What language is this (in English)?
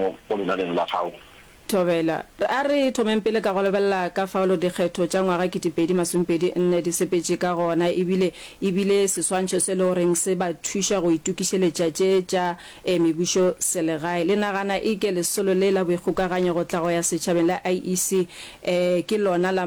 Northern Sotho